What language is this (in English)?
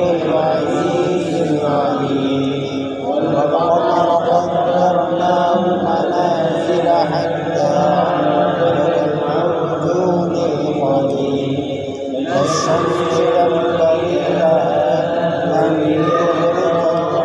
Arabic